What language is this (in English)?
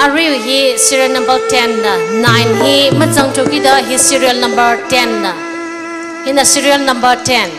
Tangkhul Naga (India)